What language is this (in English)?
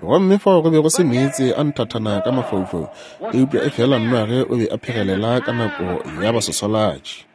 Northern Sotho